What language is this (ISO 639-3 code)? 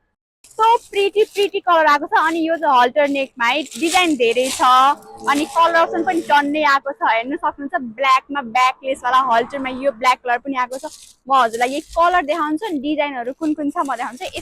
nep